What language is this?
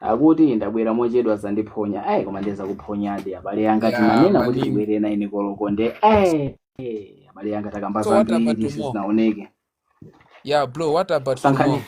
Nyanja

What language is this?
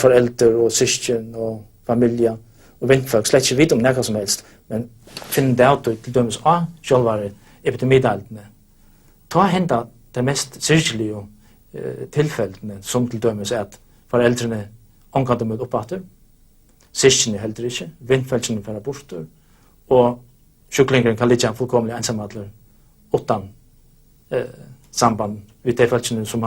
Faroese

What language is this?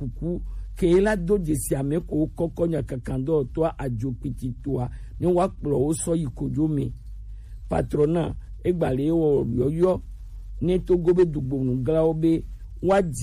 Gen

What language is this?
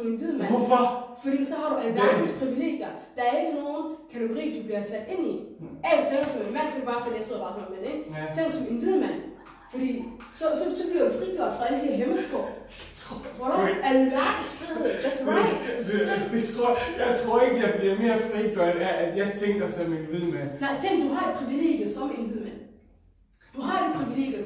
Danish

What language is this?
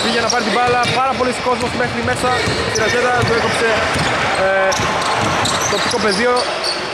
Greek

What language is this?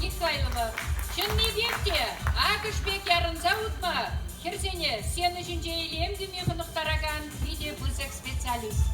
Chuvash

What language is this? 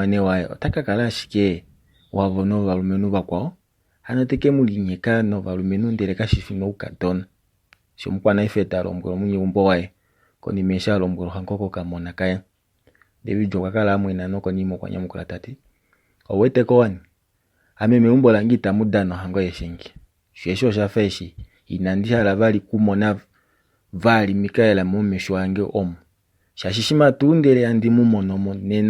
Kuanyama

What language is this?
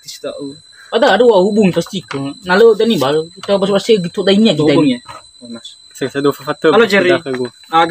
Nias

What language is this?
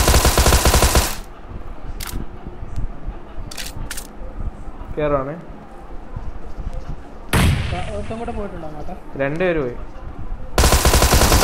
Malayalam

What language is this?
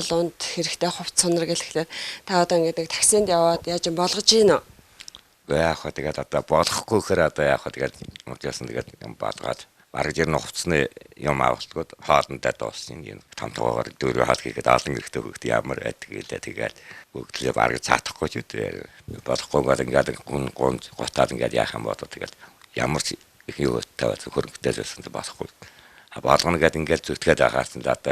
Mongolian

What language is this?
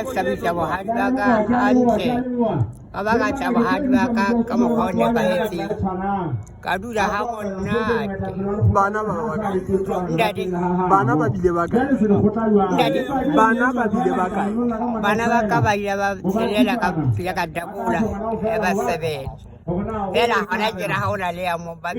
Southern Sotho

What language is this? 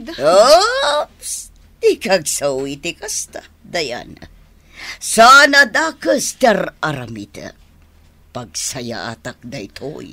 Iloko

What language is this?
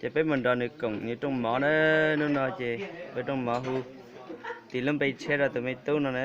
Hmong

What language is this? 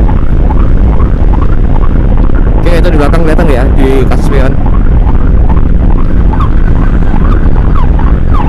Indonesian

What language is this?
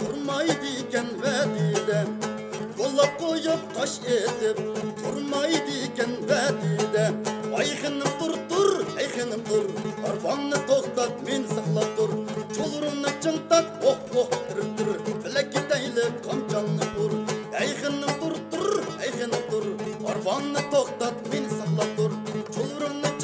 Uyghur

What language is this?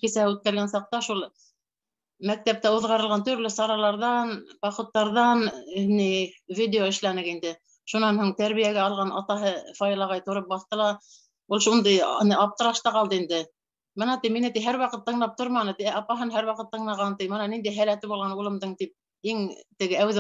Bashkir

